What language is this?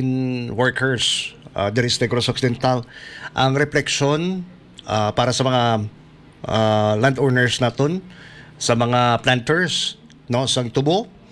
Hiligaynon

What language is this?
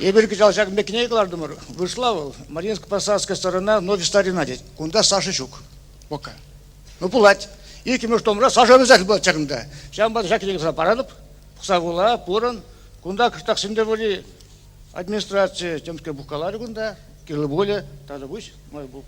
Chuvash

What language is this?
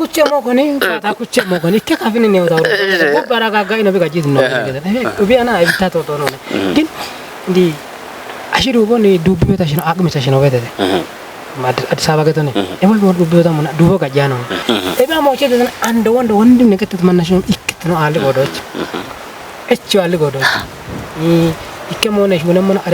Kafa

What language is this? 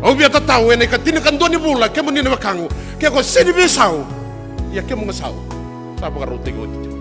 Fijian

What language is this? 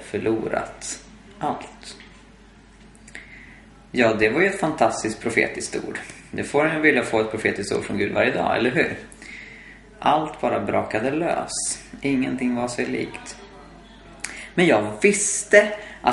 Swedish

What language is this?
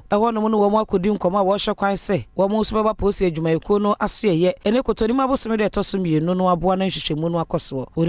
Akan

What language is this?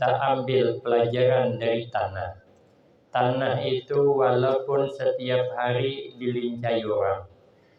Banjar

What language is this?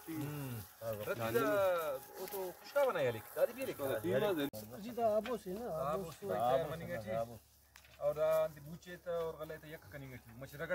Brahui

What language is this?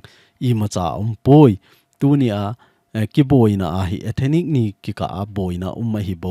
Thado Chin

